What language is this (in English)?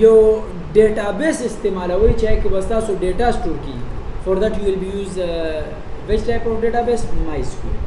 Pashto